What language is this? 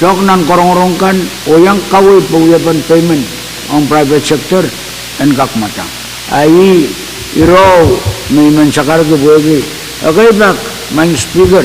Pohnpeian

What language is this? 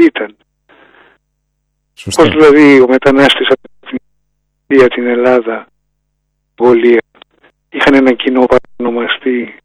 Greek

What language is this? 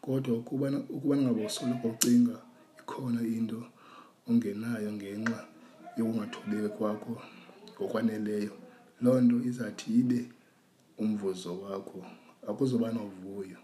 Xhosa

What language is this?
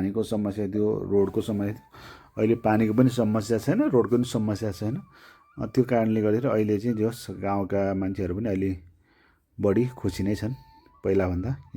Nepali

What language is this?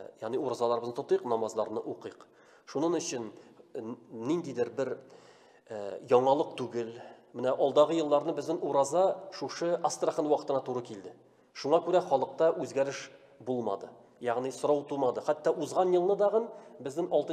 Tatar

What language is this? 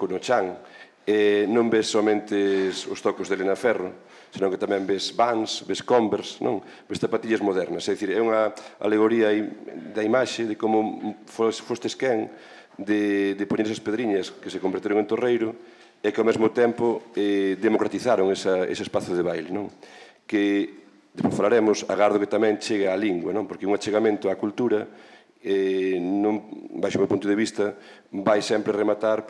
Galician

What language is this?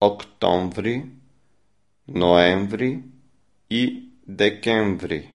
Macedonian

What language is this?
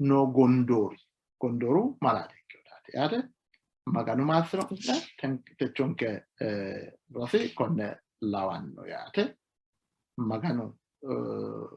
Sidamo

